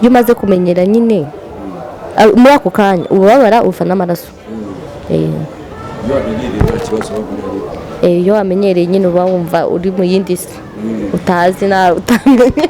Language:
Kinyarwanda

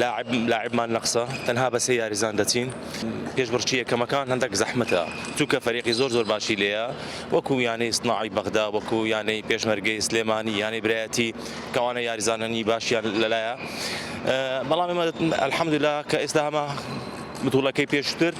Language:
Central Kurdish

